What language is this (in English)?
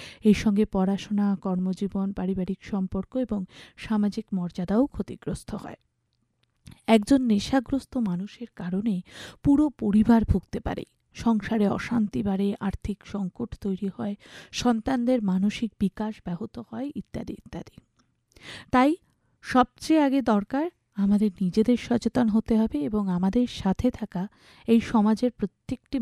Bangla